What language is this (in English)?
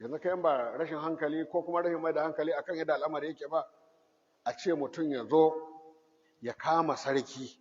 Hausa